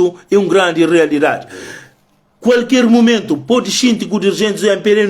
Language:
Kabuverdianu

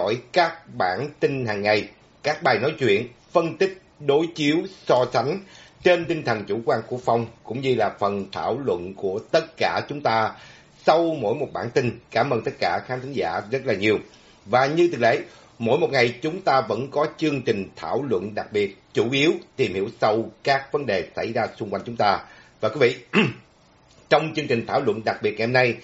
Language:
Vietnamese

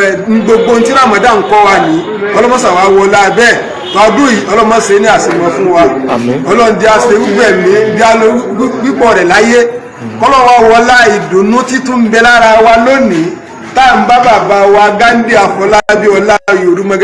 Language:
Yoruba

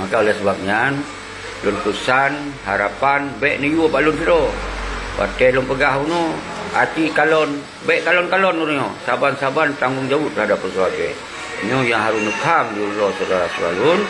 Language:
Achinese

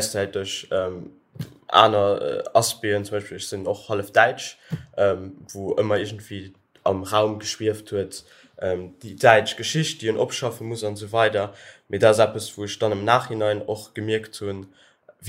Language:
Luxembourgish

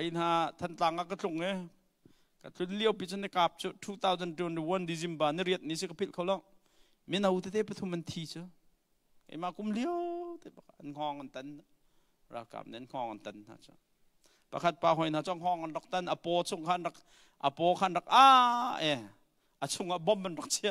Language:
Hakha Chin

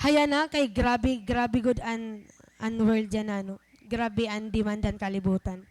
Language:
Waray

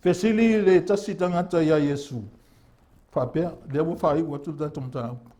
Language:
Samoan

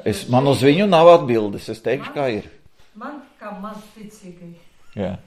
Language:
Latvian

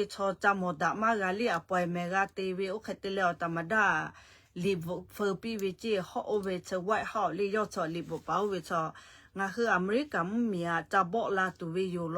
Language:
Lahu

